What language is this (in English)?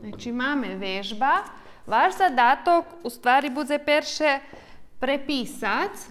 Rusyn